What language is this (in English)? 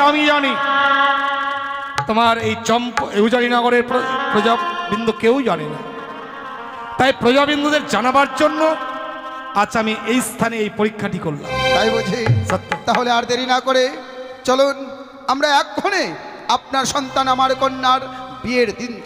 Bangla